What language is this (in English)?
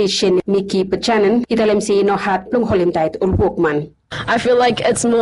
Bislama